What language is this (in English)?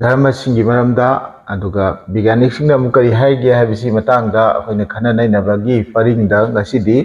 Manipuri